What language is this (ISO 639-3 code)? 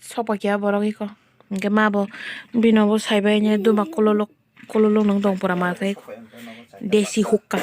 trp